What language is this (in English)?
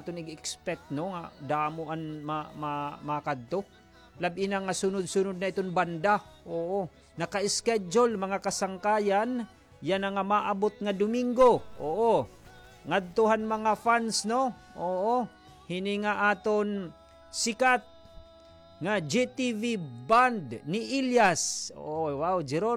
Waray